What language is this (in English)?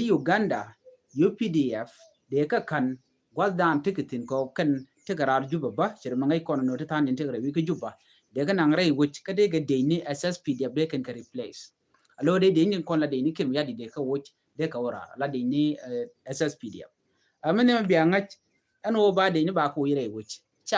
Nuer